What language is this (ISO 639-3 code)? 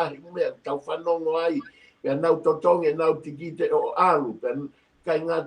ton